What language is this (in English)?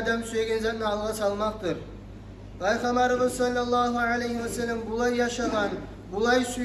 Kumyk